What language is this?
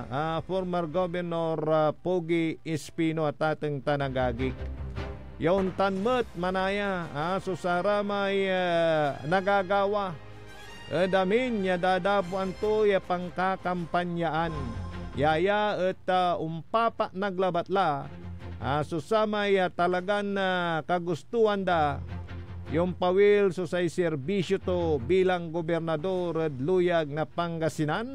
Pangasinan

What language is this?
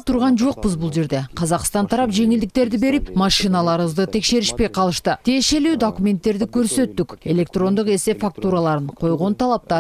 Kyrgyz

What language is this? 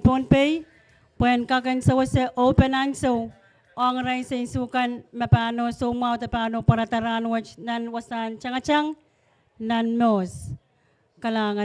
Pohnpeian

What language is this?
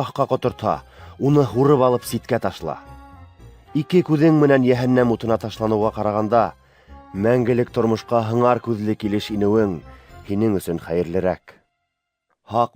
Bashkir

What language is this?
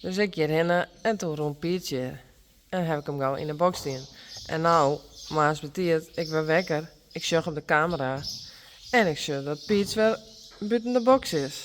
Western Frisian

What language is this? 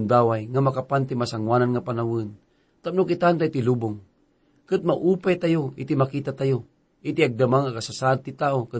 Iloko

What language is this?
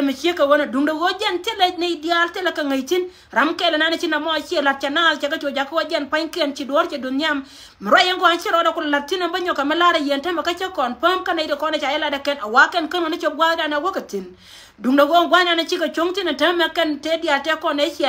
Nuer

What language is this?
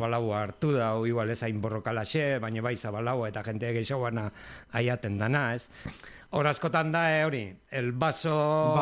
Basque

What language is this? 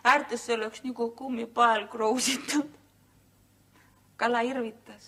Estonian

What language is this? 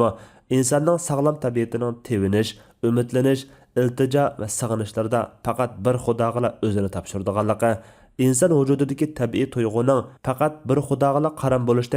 Uyghur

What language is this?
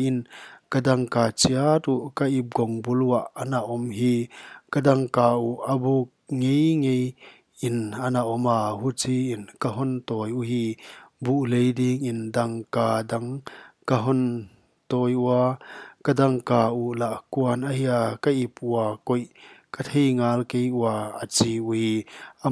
Paite Chin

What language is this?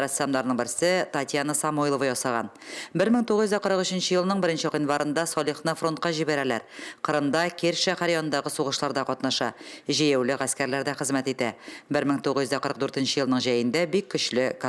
Tatar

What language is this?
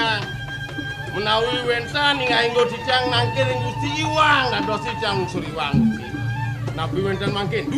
Balinese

